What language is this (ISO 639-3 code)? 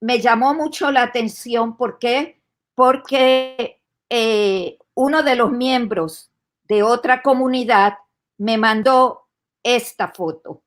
lad